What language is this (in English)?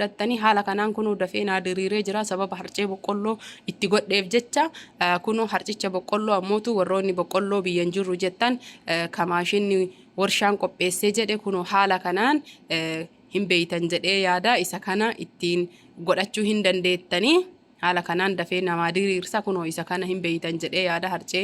Oromo